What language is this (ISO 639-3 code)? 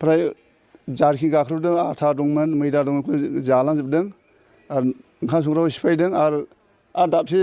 brx